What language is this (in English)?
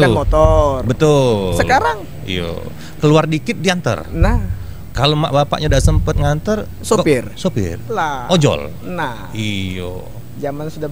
Musi